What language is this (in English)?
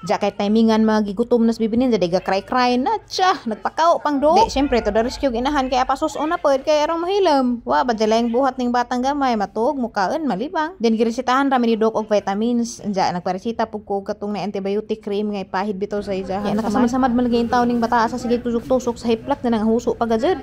Cebuano